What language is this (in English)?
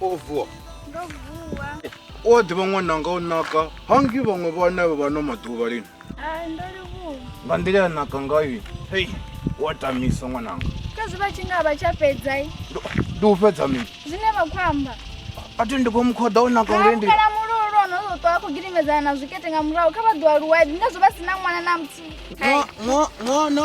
Venda